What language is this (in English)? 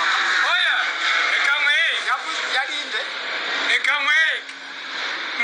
Kinyarwanda